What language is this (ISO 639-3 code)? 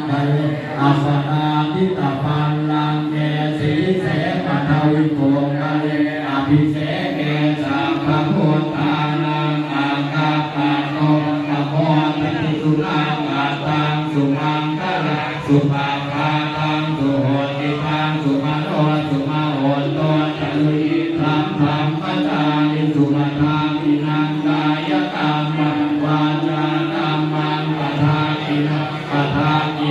pli